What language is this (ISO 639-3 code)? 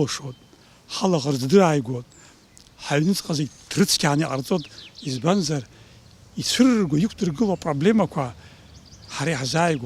abk